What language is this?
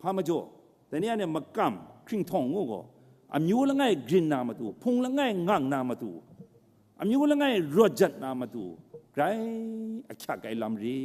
Kachin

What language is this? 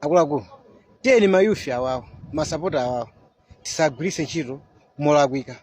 Nyanja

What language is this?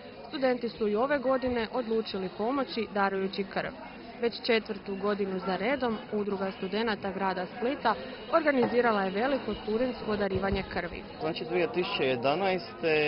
Croatian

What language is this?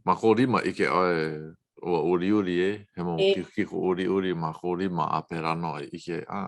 Hawaiian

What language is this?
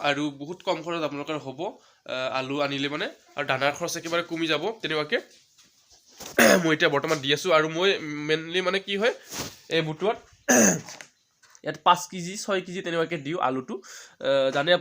Assamese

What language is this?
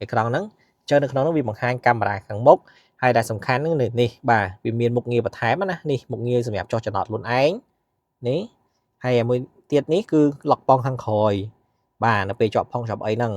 Khmer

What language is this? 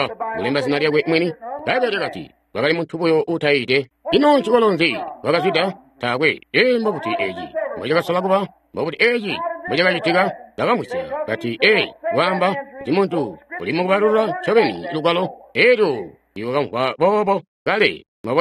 Tonga (Zambia)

